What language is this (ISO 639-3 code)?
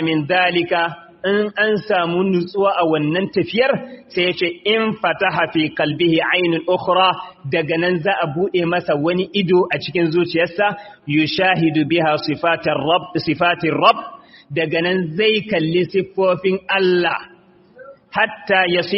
hau